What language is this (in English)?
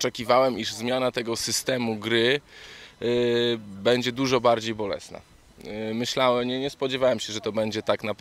Polish